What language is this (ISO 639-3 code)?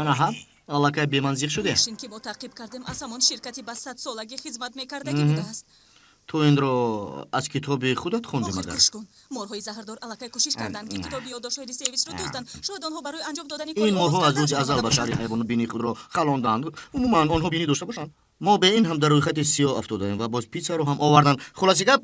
tgk